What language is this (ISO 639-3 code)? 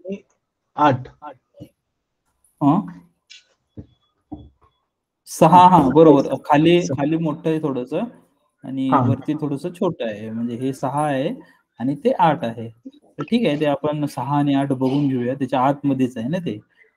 mar